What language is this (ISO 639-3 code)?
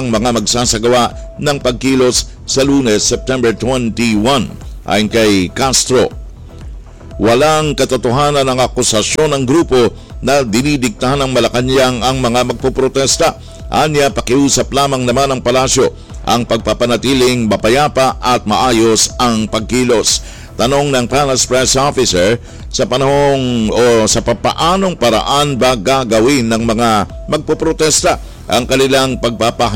fil